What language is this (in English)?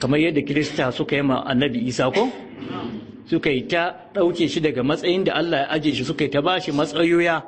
Hausa